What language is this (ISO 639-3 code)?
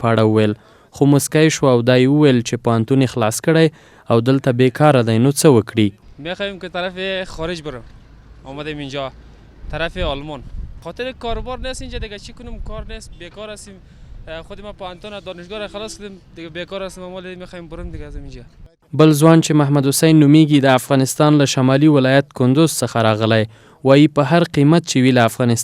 pus